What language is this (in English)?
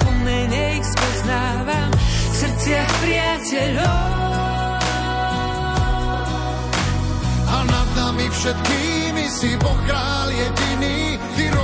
Slovak